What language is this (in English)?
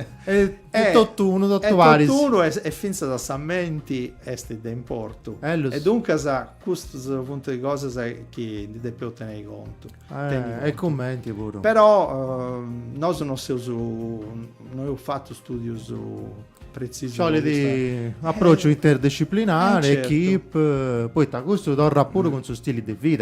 Sardinian